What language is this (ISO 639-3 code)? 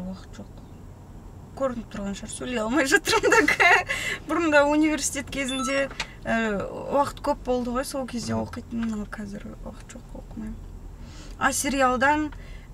kaz